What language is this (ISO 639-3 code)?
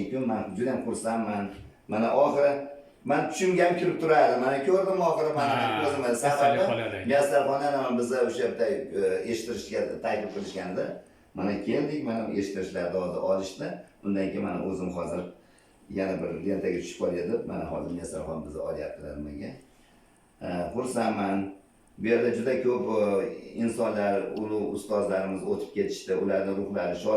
uzb